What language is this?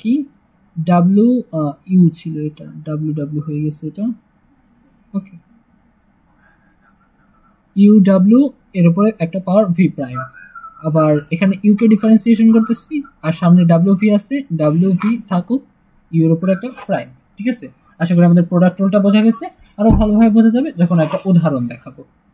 Bangla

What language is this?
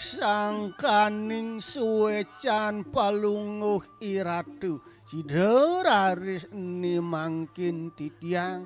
Balinese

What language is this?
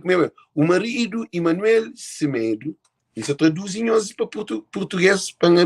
Kabuverdianu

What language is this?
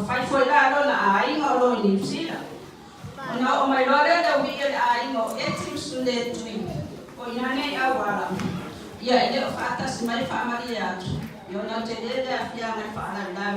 Samoan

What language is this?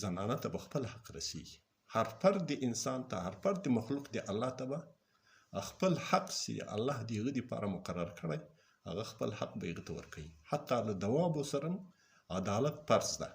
Pashto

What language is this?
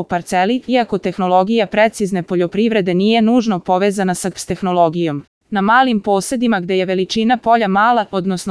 Serbian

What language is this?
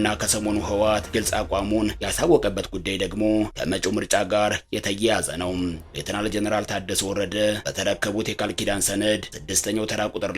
Amharic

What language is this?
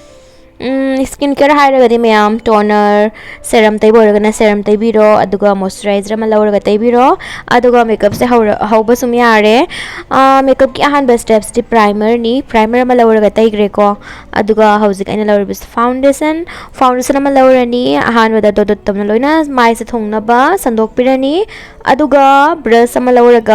Manipuri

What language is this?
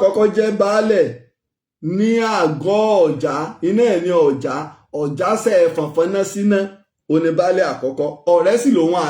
Yoruba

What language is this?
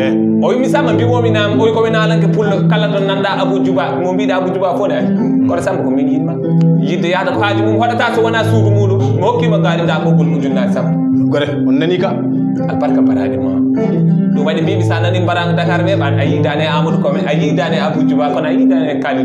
Fula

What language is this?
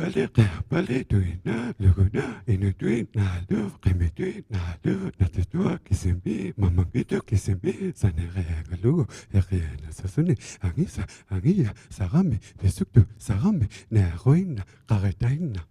Inuktitut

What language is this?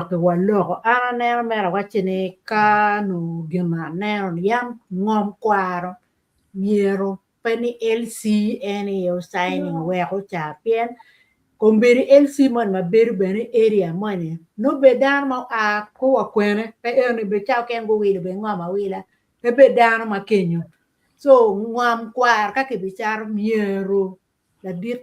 Acoli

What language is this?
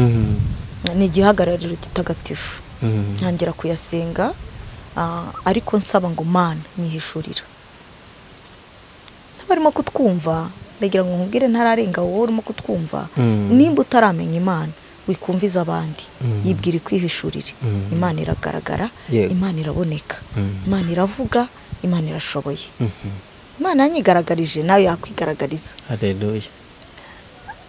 Kinyarwanda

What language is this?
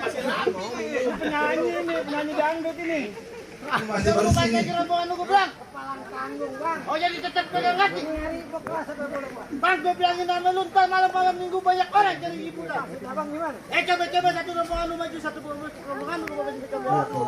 Betawi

